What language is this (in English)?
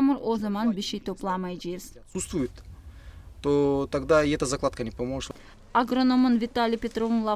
Gagauz